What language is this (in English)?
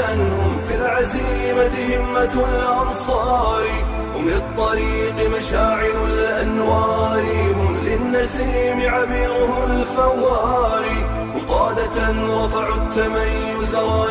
Arabic